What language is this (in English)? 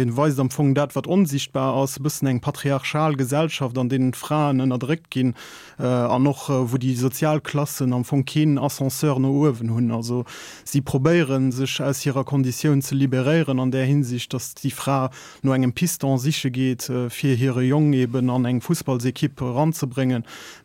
Luxembourgish